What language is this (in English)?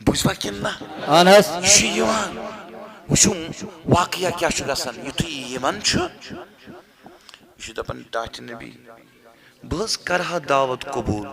Kashmiri